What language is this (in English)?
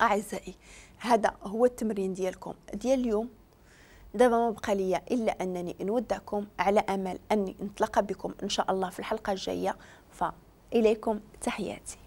Moroccan Arabic